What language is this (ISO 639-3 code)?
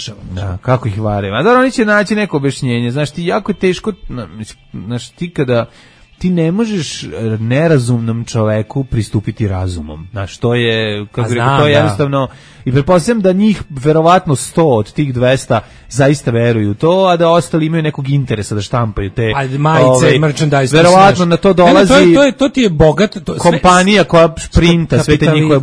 srp